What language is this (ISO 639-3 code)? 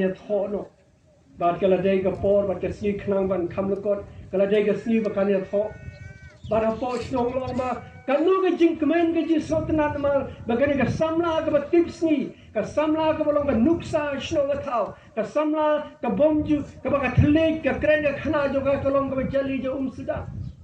kha